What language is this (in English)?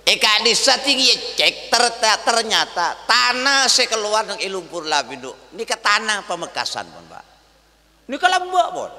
Madurese